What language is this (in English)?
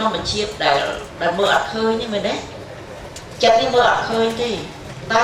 Khmer